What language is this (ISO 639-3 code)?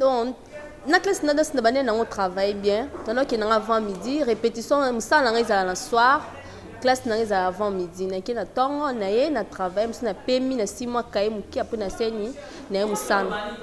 lin